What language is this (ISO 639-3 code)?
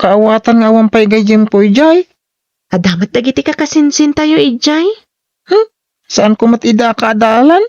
ilo